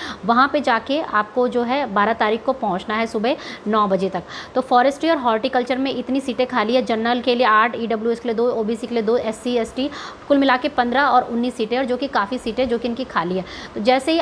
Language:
Hindi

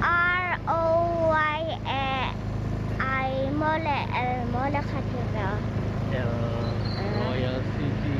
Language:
Tedim Chin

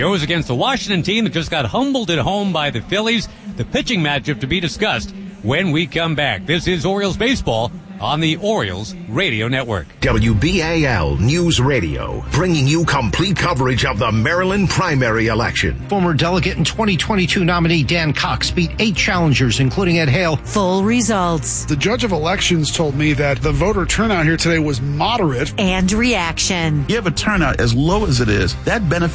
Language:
English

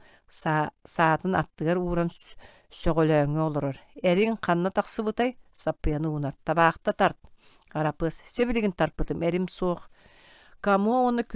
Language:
Yakut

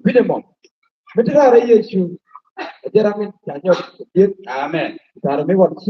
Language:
Nuer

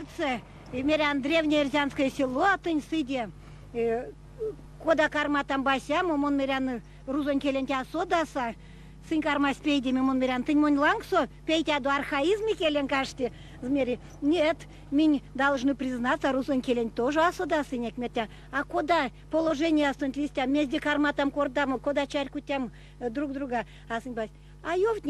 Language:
Erzya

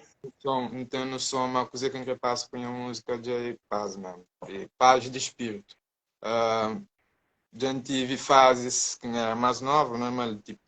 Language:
Kabuverdianu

